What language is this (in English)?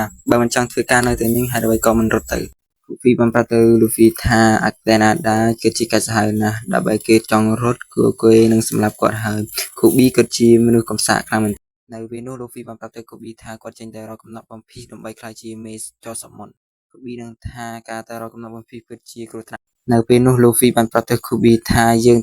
Khmer